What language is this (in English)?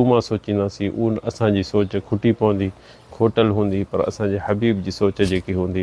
Sindhi